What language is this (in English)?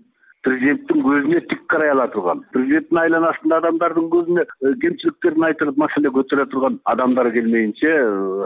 Kyrgyz